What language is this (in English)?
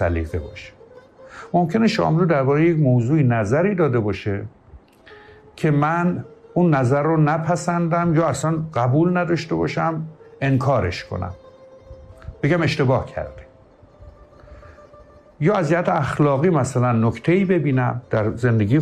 Persian